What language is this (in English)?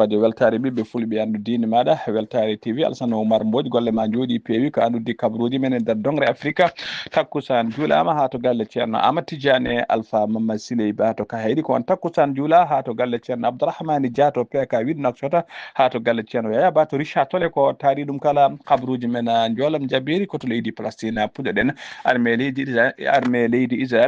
Fula